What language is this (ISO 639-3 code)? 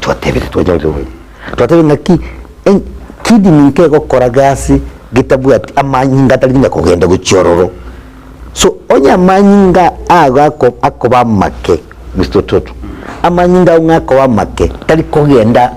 guz